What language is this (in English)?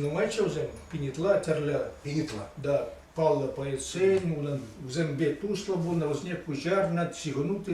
Chuvash